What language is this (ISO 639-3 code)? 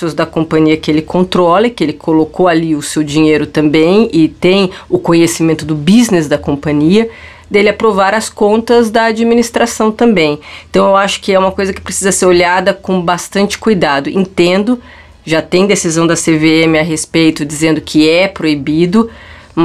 por